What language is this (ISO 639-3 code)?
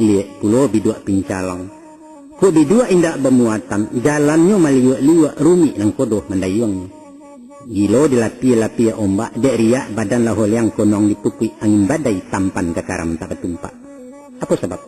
min